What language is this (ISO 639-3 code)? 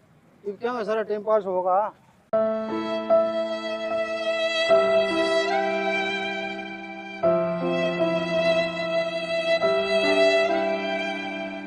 bgc